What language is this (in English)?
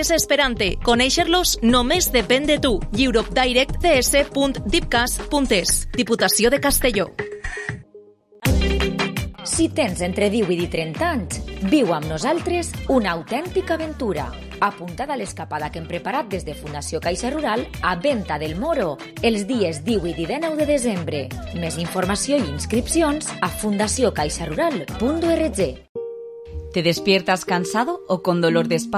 Catalan